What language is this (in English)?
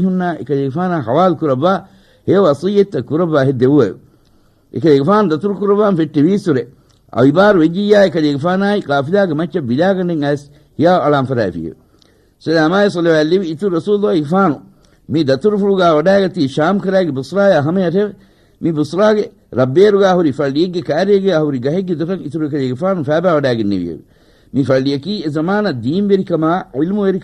Divehi